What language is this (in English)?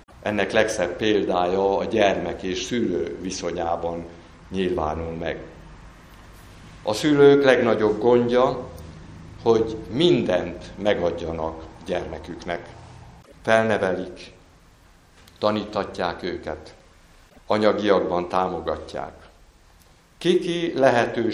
Hungarian